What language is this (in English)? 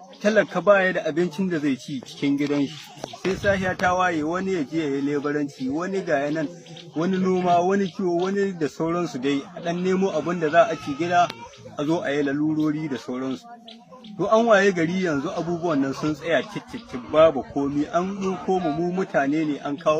Hausa